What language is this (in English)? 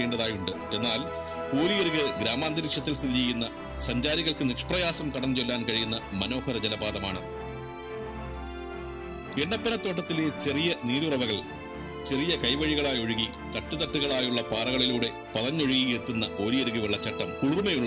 Malayalam